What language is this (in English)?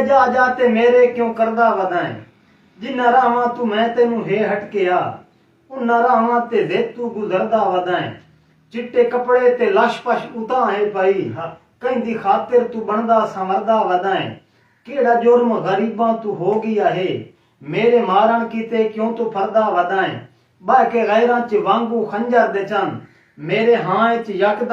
Saraiki